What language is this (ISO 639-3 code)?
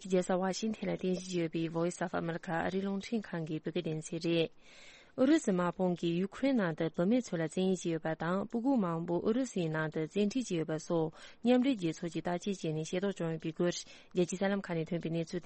bod